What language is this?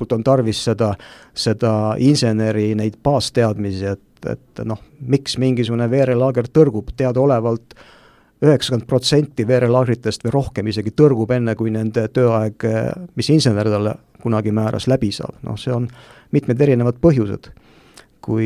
Estonian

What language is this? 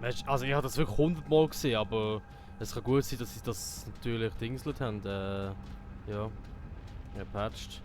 Swiss German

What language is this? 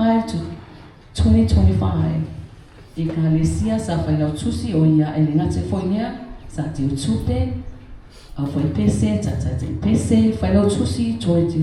Samoan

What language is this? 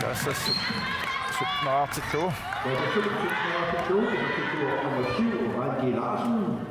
Kalaallisut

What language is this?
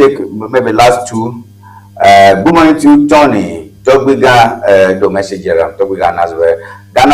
Ewe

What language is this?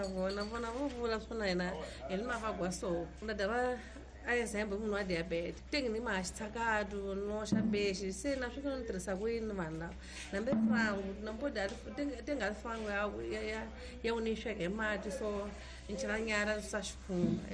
Tsonga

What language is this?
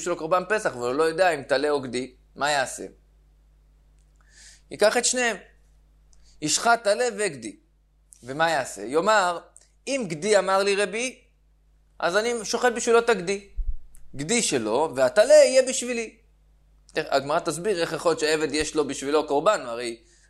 Hebrew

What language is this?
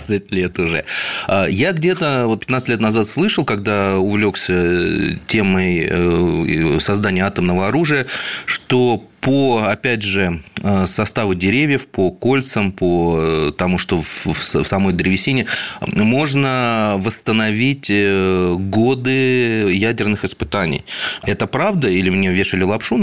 Russian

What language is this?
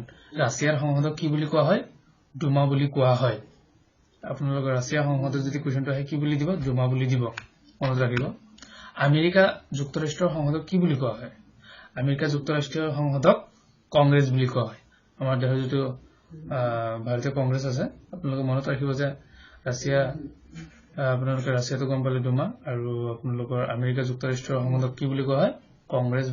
Assamese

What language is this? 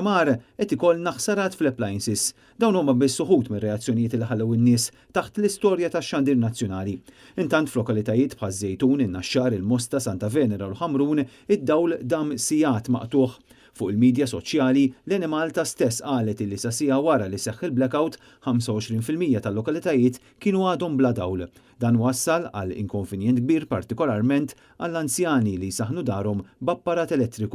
Maltese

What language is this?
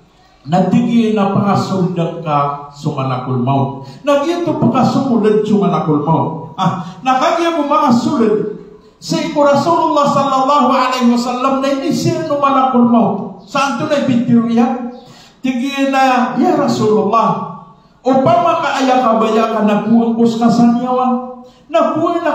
Maranao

